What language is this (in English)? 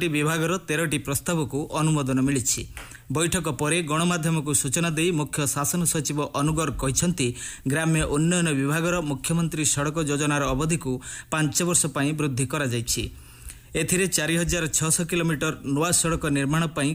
Odia